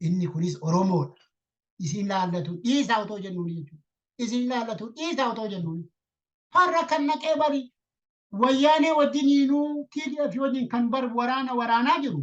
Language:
Oromo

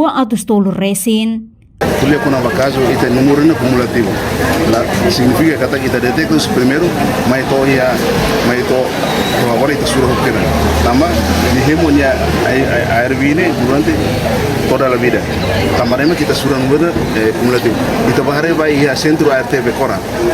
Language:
Tetum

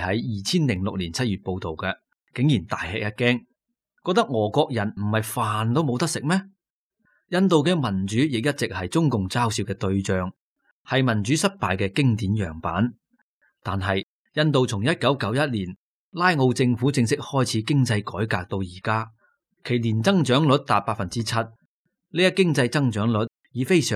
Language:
Cantonese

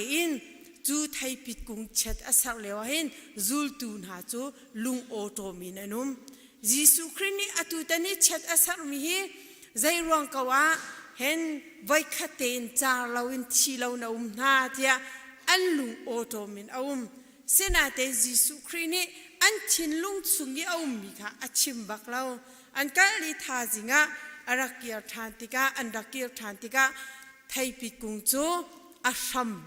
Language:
Hakha Chin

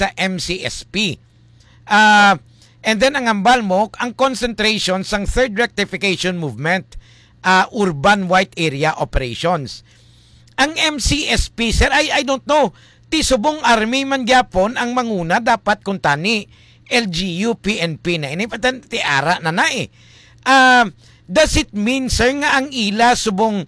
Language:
Hiligaynon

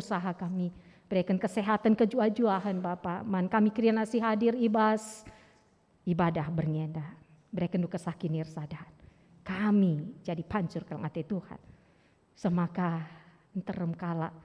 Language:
Batak Karo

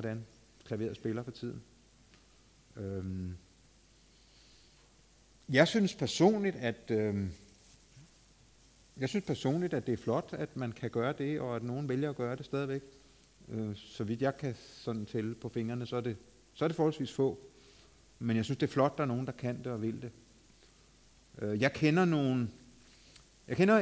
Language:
Danish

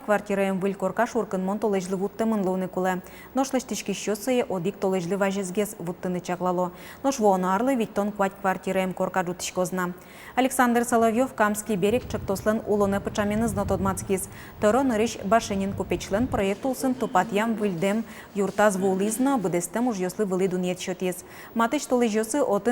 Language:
Udmurt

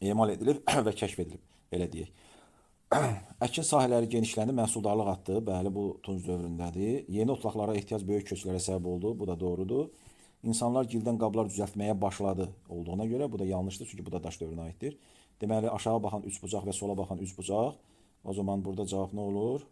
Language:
Azerbaijani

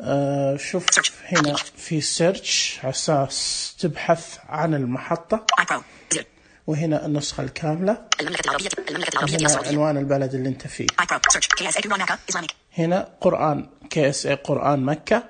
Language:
Najdi Arabic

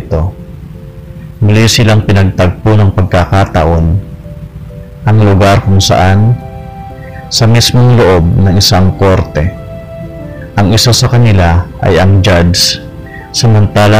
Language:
Filipino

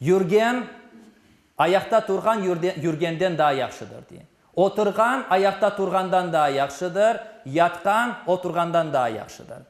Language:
Crimean Tatar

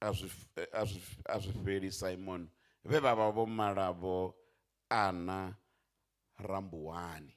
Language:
Venda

